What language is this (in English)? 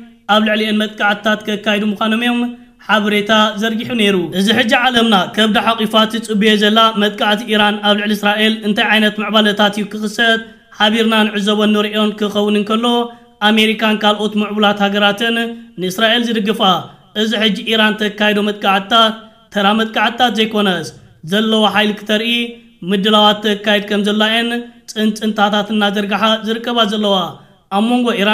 Tigrinya